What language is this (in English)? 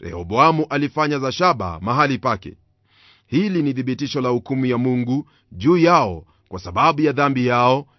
Swahili